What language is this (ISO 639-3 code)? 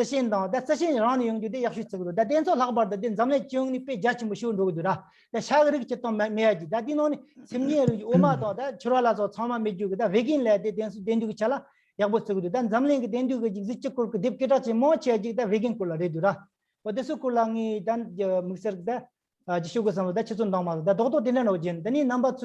bod